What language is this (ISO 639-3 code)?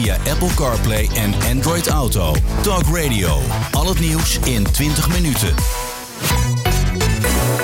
nld